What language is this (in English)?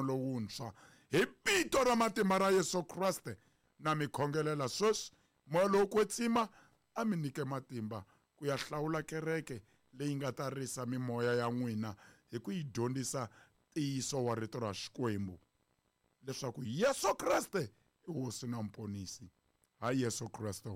Tsonga